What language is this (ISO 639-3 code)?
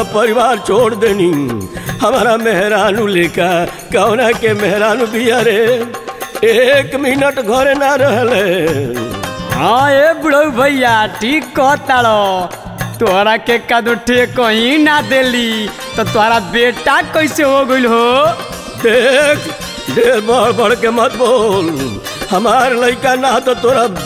bho